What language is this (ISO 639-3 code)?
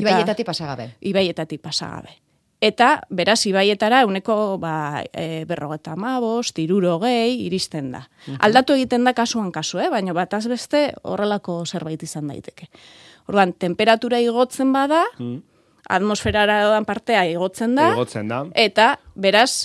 eus